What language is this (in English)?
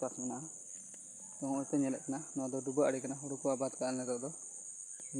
Santali